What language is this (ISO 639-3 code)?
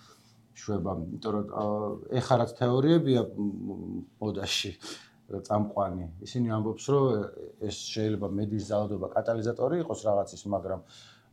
kat